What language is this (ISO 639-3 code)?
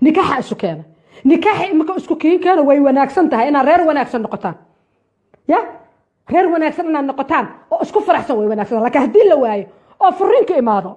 som